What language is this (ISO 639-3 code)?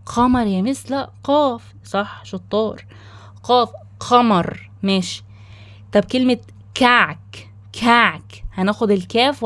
arz